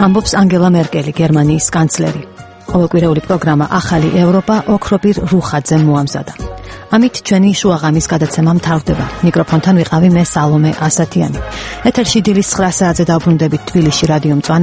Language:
Georgian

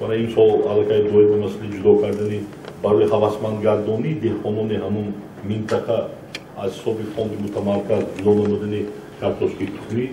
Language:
Tajik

